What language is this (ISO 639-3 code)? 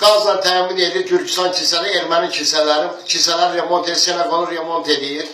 aze